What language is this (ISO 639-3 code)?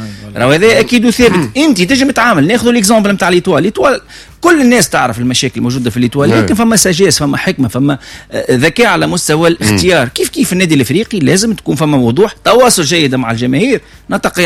aeb